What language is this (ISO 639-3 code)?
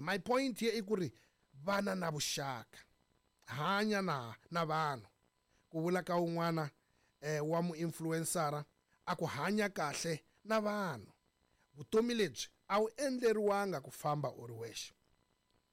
tso